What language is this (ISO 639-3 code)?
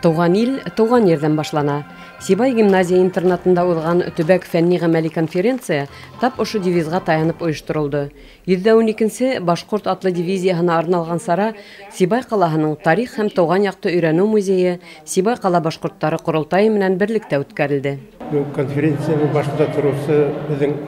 bak